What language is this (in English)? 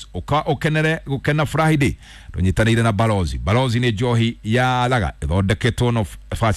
Kikuyu